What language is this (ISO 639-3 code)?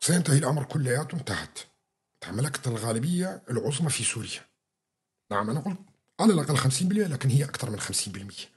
apc